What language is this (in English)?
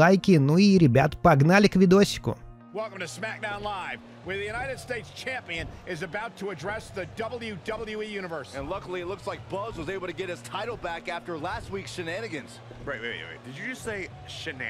Russian